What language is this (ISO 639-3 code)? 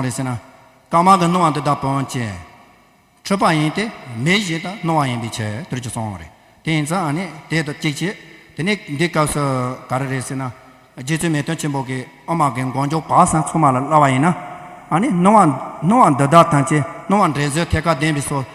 bod